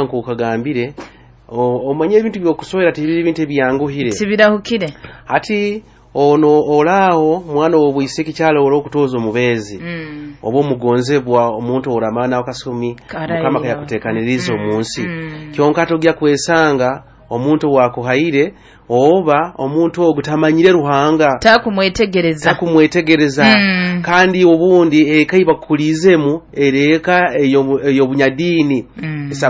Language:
Nyoro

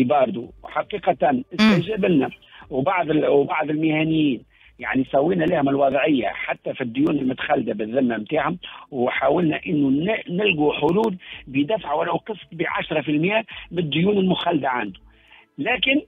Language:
Tunisian Arabic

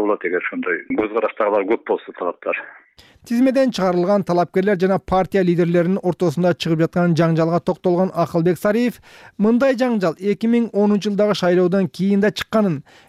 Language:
Kyrgyz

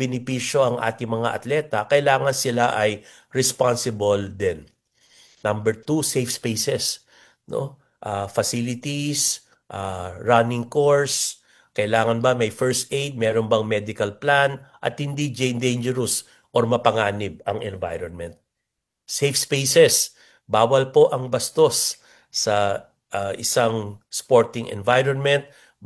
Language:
Filipino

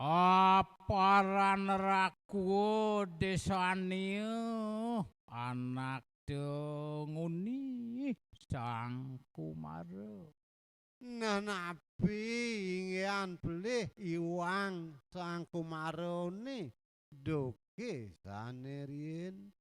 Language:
Balinese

